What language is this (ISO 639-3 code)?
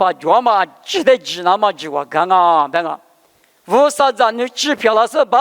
lis